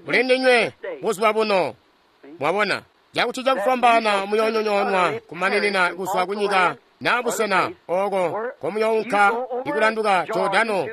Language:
Tonga (Zambia)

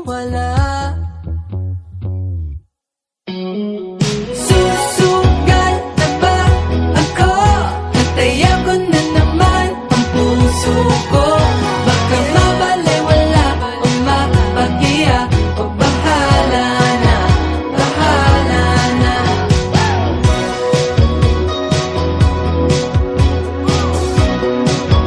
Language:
Filipino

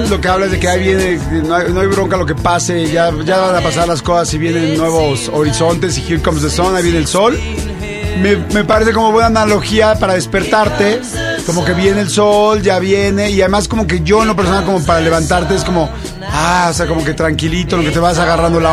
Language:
Spanish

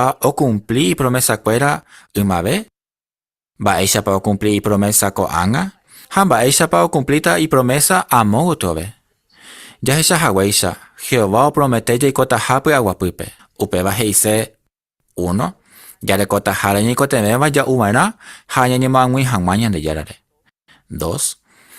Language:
Guarani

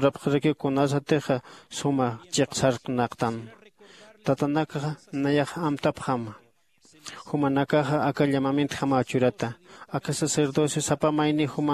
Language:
Aymara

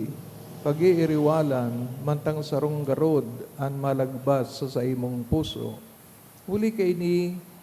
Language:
Bikol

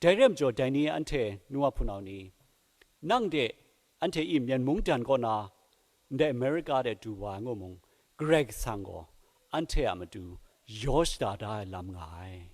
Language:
Kachin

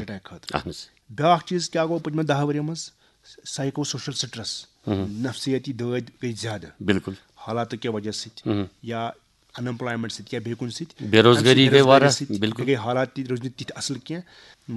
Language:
Kashmiri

